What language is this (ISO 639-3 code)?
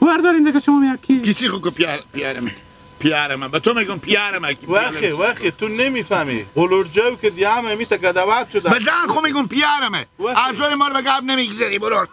haz